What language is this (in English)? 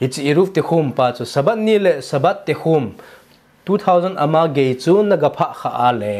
Thado Chin